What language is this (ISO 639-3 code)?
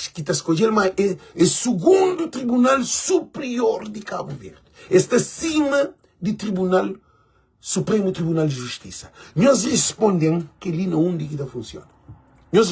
kea